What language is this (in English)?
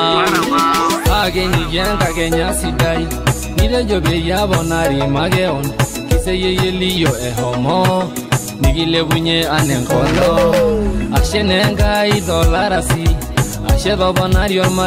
Masai